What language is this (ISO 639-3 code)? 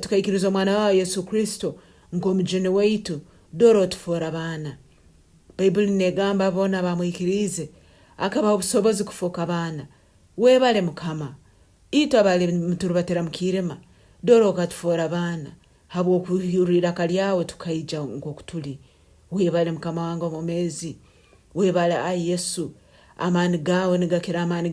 nyn